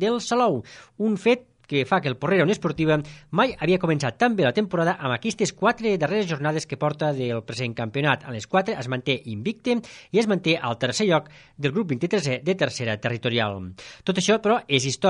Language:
Catalan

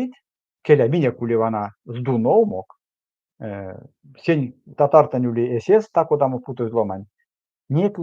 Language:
Erzya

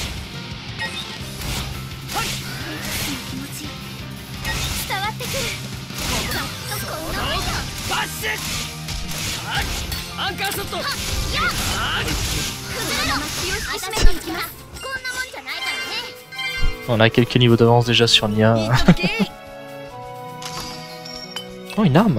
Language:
Japanese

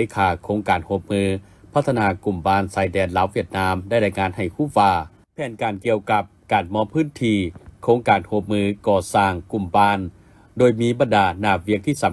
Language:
Lao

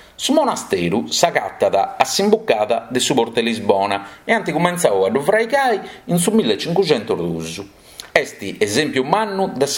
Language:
Sardinian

